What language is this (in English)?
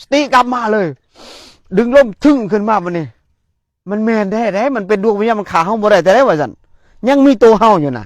Northeastern Thai